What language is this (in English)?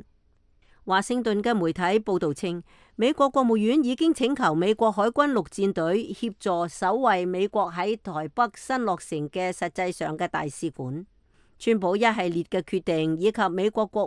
Cantonese